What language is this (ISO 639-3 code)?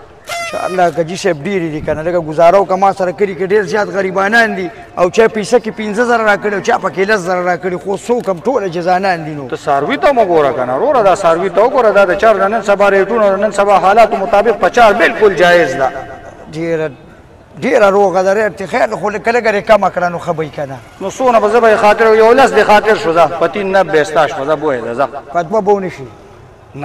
pus